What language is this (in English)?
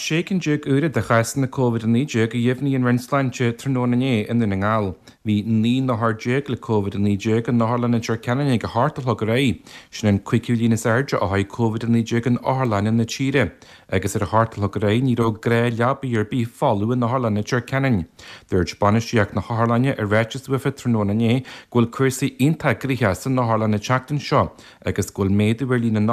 Irish